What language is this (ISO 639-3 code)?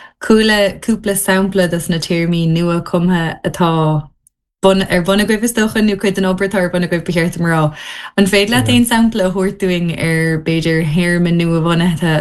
gle